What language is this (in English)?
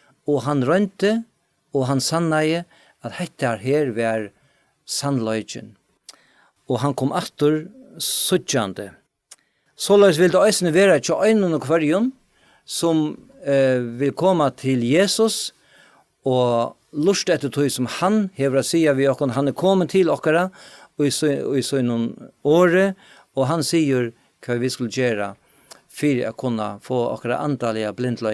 Faroese